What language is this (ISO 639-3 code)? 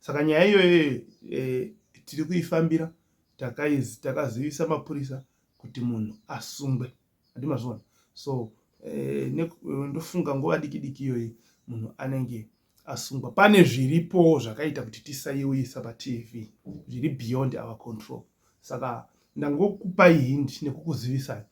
sna